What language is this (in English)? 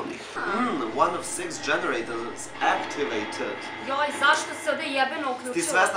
Serbian